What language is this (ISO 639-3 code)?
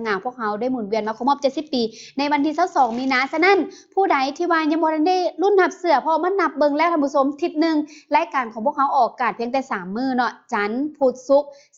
lao